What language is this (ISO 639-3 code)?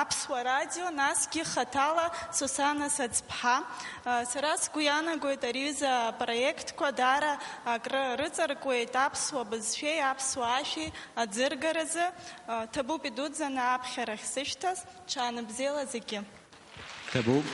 abk